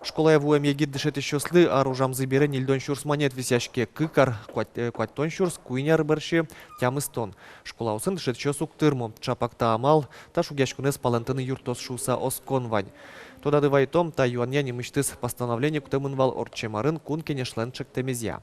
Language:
Udmurt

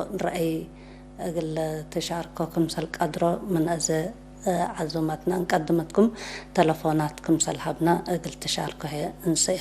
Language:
Tigre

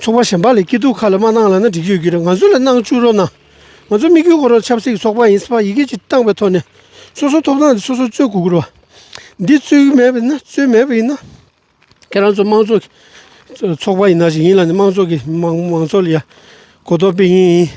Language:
Tibetan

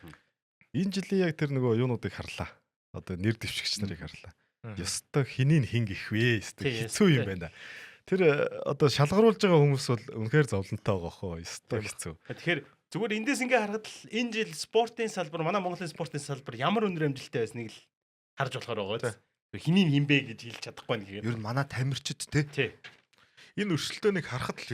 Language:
Mongolian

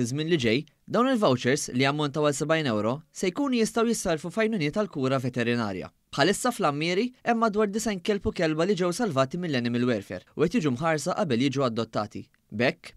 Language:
Maltese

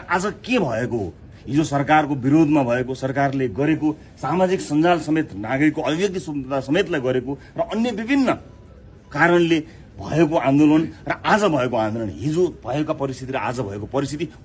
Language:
Nepali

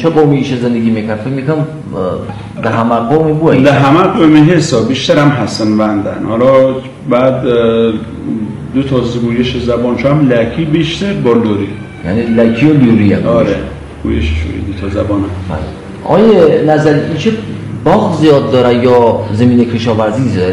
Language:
Persian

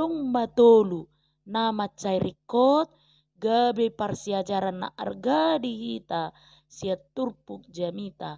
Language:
Batak Toba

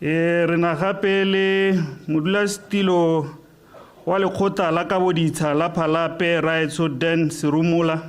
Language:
Tswana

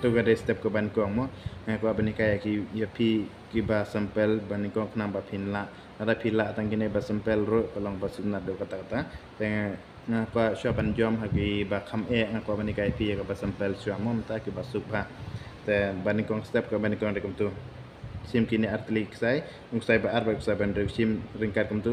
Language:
Khasi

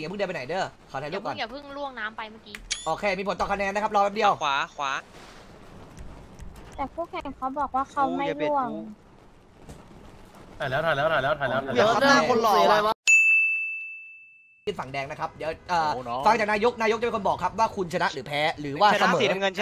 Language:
Thai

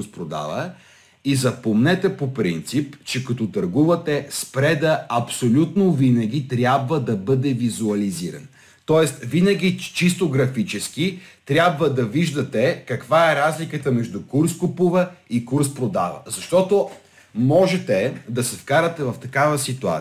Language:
Bulgarian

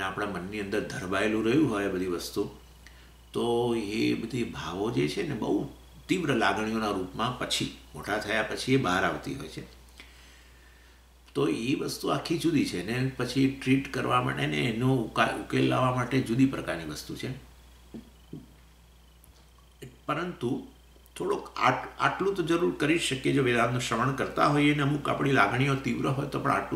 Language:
Gujarati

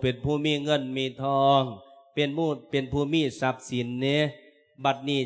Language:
Lao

